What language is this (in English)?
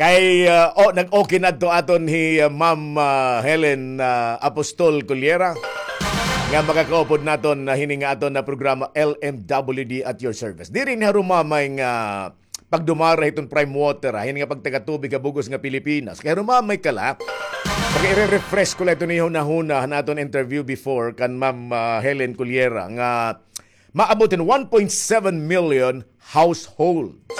Waray